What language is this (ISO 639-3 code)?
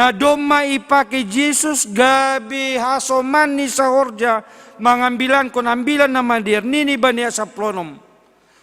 bts